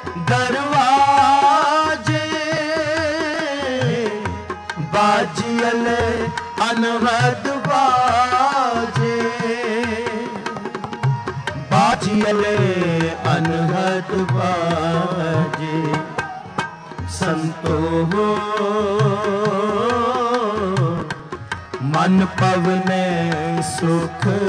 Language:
Punjabi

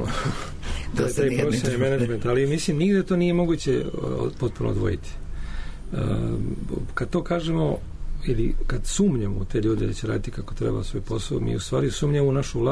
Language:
Serbian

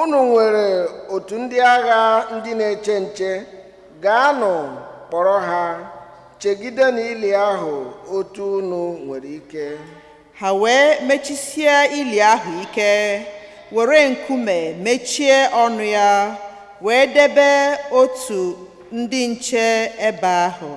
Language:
Igbo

